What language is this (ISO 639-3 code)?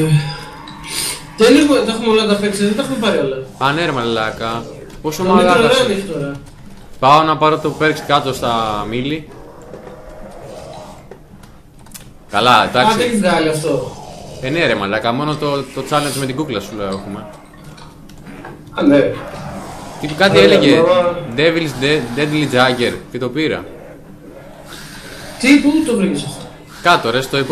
ell